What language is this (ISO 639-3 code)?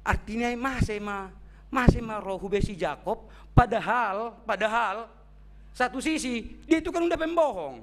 bts